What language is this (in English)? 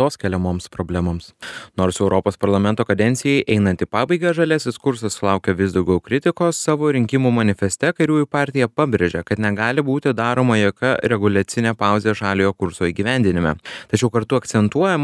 Lithuanian